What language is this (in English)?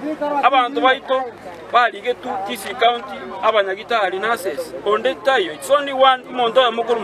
Gusii